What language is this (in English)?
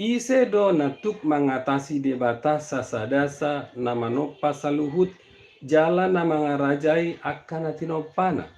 Batak Toba